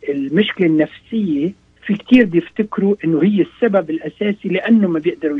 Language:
North Levantine Arabic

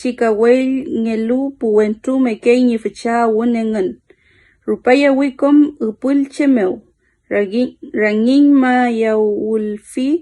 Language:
Mapuche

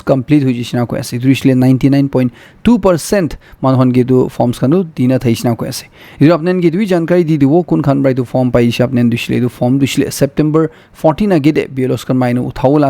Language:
Naga Pidgin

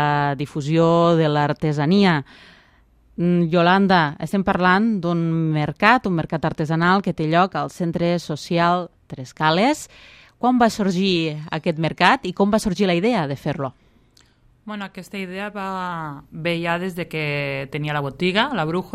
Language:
Catalan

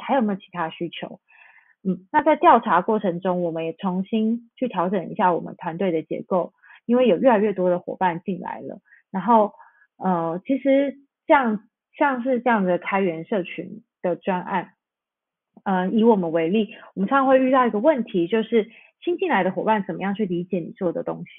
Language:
Chinese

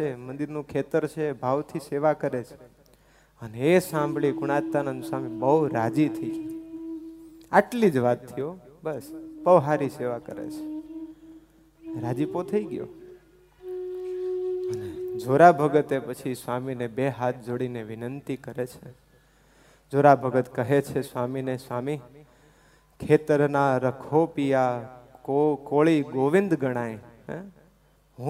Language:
Gujarati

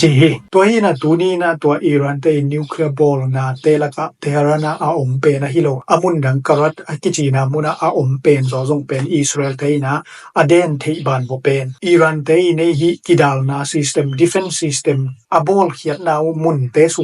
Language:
Tedim Chin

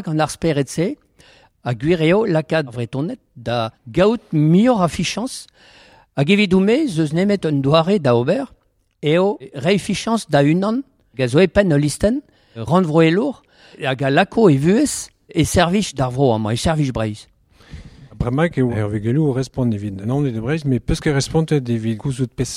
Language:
Breton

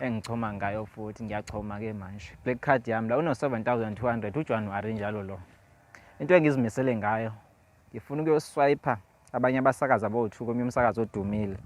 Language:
Zulu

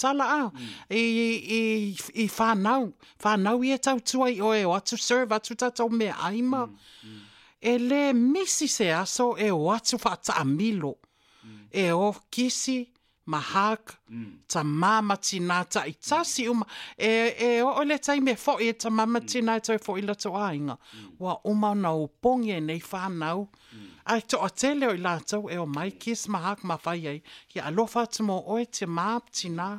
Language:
Samoan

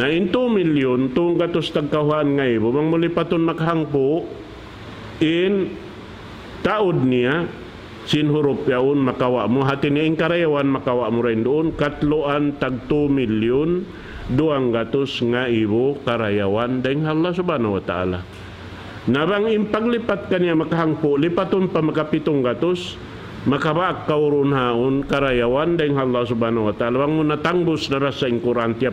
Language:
Tausug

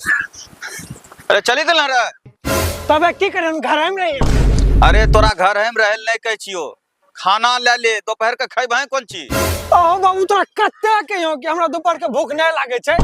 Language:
Angika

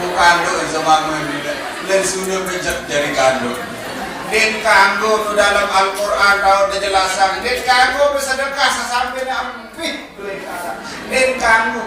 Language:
Sasak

